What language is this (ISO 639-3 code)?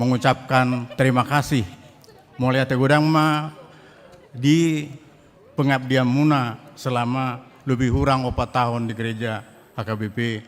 bbc